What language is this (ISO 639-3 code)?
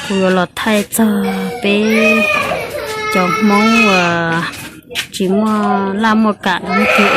hmn